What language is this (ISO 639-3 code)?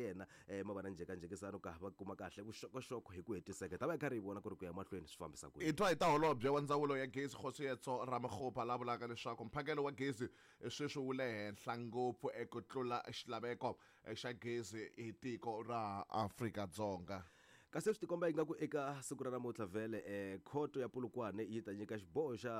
tso